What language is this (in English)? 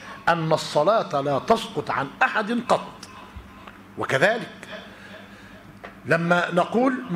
Arabic